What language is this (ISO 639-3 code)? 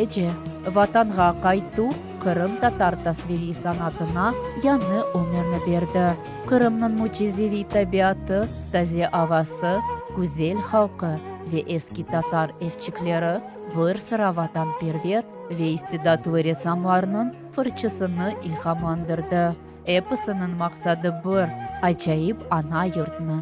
crh